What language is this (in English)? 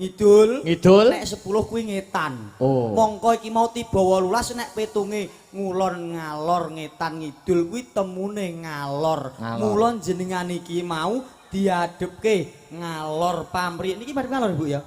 Javanese